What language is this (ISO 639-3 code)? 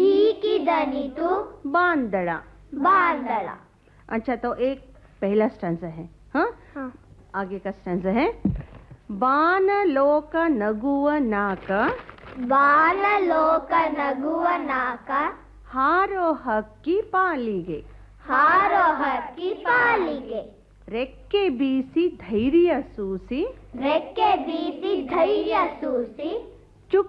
kan